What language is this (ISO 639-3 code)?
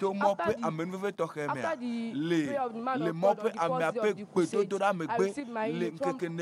ewe